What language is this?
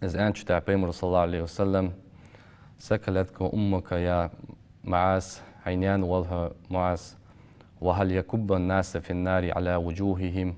Ingush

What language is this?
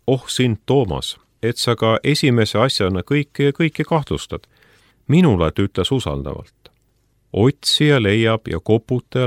Estonian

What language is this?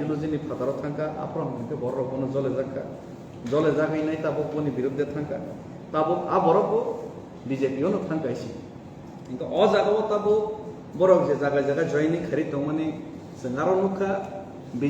Kok Borok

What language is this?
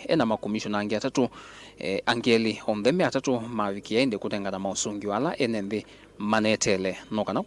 Kamba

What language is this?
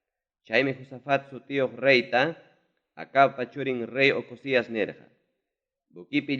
Ayacucho Quechua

